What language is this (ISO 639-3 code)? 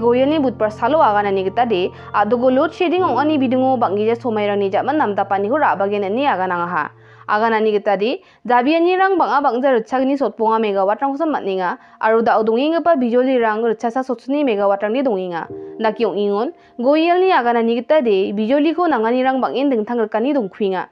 grt